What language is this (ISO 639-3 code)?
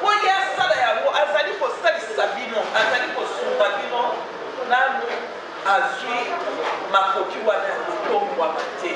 lin